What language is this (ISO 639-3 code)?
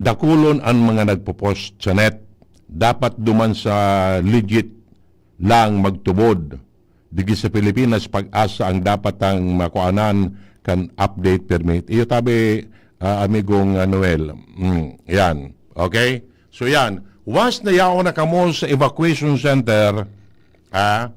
bik